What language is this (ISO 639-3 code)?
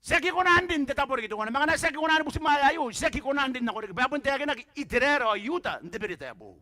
gil